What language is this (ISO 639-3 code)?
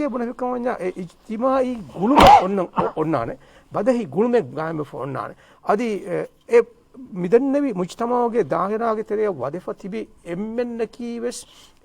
div